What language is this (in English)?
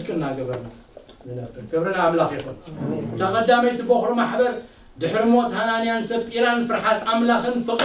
Tigrinya